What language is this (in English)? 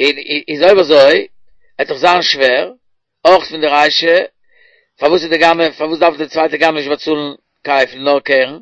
Yiddish